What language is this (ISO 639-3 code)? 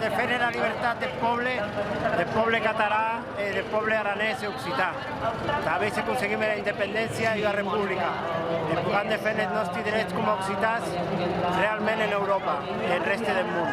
oci